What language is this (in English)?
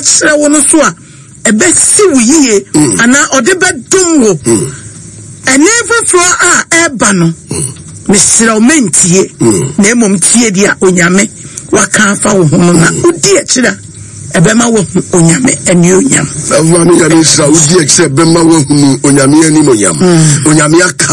Akan